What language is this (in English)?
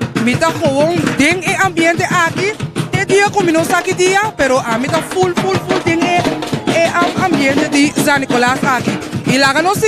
Papiamento